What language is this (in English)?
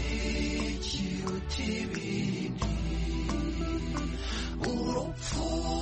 Kinyarwanda